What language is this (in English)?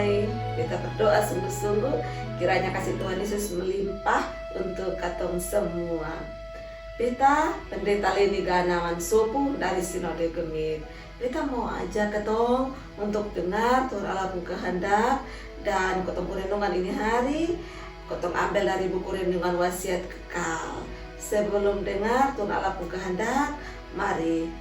Kupang Malay